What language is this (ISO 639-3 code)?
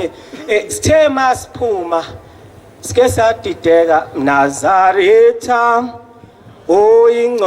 zul